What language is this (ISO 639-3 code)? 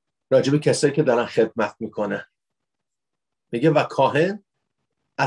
fas